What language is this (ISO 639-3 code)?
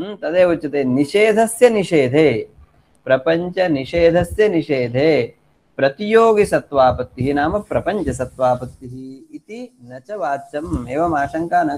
san